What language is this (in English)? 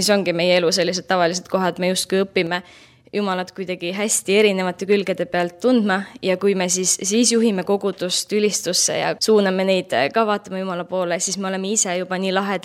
Estonian